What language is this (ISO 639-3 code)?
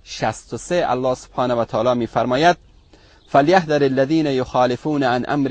fas